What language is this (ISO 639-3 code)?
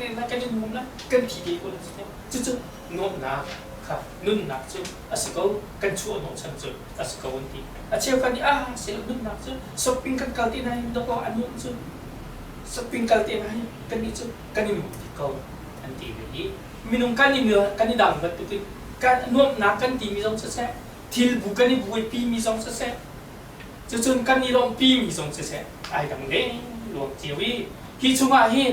cnh